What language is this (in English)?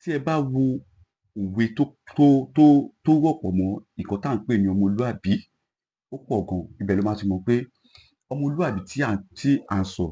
Yoruba